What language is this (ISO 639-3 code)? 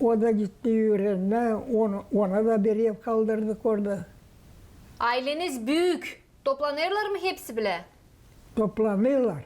gag